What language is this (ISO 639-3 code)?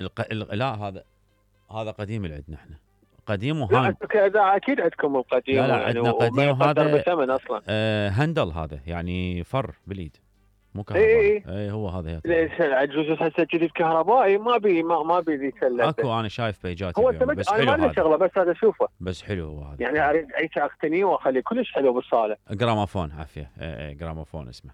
acm